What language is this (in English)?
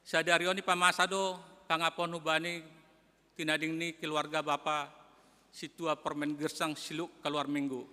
Batak Simalungun